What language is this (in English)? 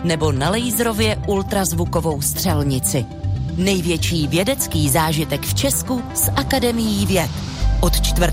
Czech